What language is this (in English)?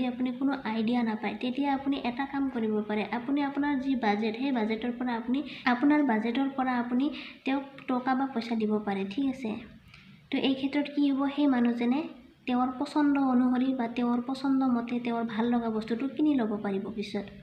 Assamese